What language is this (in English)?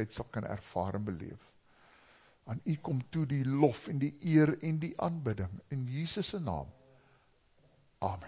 Afrikaans